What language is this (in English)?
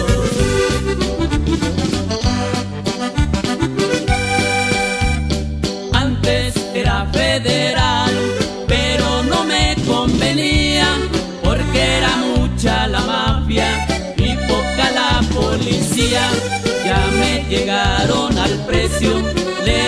Spanish